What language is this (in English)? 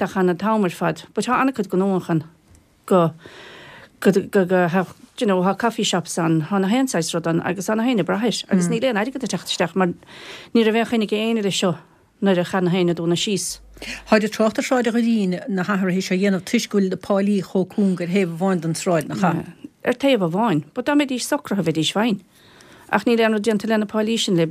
Irish